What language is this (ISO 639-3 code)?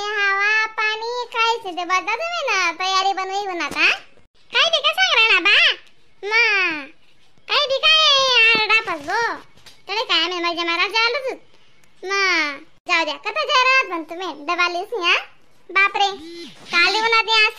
khn